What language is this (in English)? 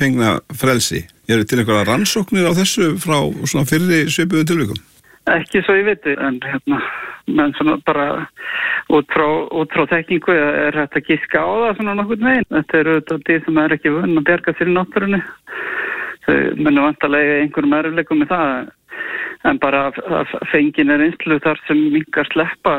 Icelandic